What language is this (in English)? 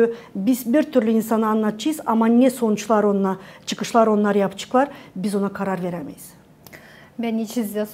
Gagauz